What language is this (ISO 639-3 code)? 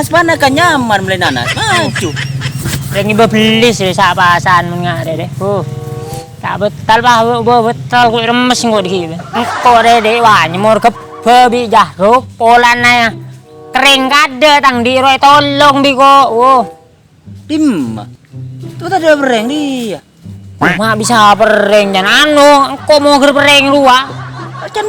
mad